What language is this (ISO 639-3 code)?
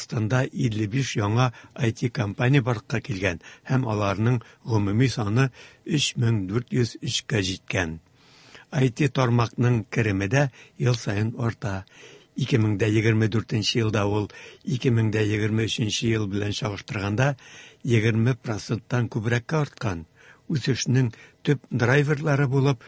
tat